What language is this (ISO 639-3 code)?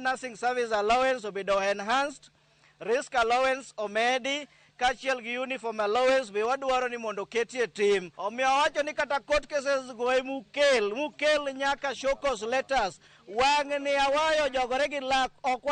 luo